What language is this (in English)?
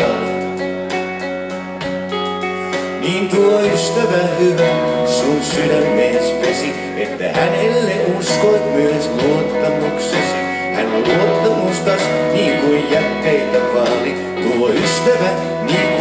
Finnish